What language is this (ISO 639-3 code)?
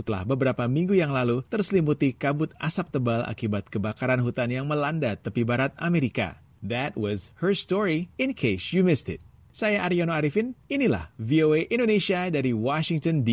ind